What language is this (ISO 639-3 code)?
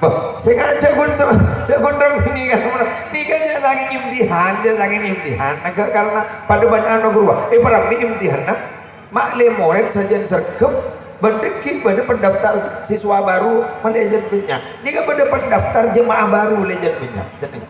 mad